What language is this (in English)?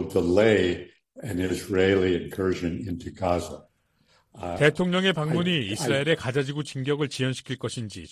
Korean